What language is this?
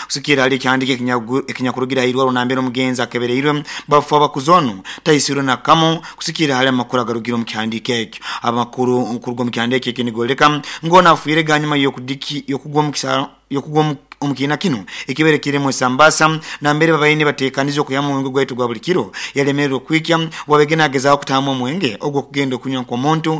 Nyoro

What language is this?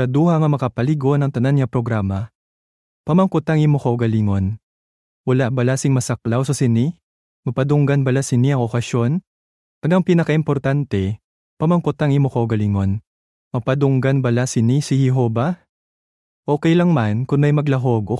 Hiligaynon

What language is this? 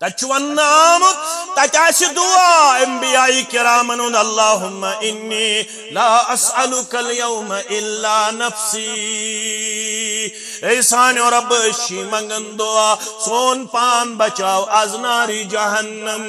Kashmiri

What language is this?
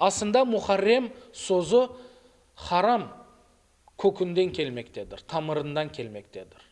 Crimean Tatar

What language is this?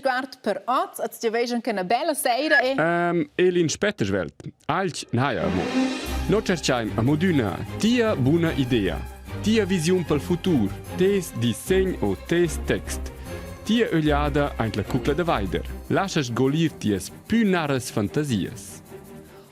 Romansh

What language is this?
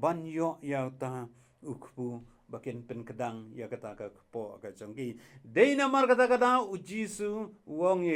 Khasi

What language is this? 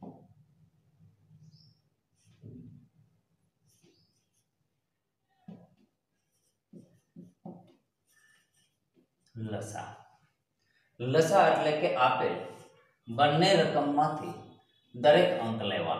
Gujarati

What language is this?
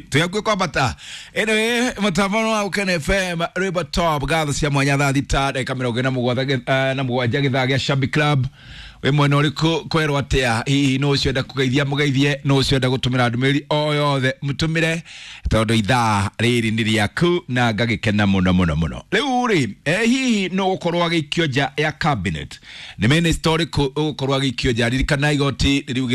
Kikuyu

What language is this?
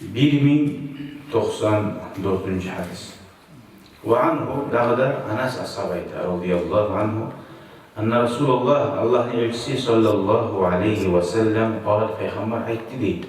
Kumyk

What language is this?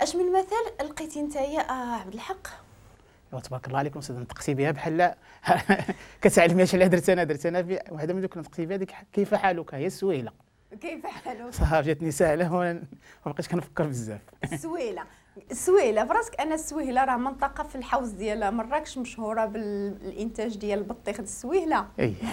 Moroccan Arabic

